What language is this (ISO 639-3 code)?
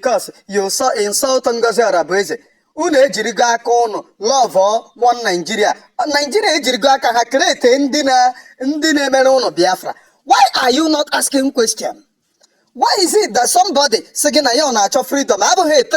ibo